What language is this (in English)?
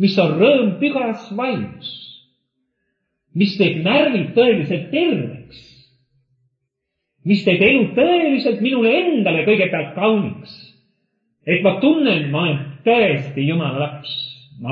Estonian